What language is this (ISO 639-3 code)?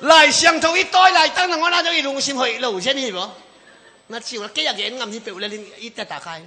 ctd